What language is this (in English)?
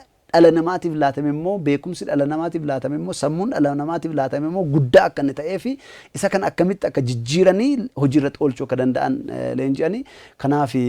Oromo